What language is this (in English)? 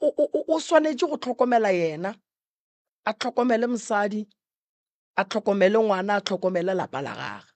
Northern Sotho